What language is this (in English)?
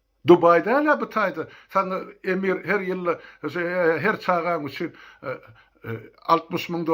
Turkmen